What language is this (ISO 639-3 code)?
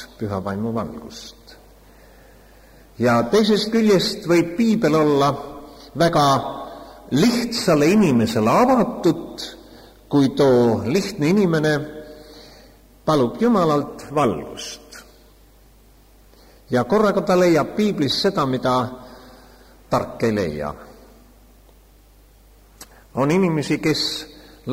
est